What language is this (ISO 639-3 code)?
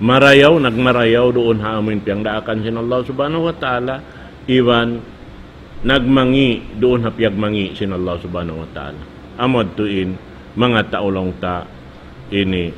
tsg